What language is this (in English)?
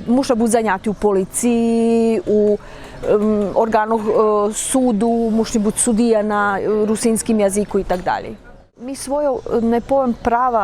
Rusyn